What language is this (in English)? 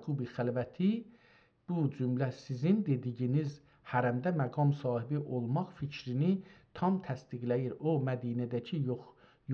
South Azerbaijani